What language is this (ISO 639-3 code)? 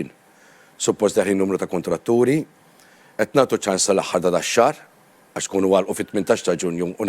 mlt